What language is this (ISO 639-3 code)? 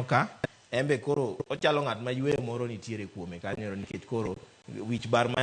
luo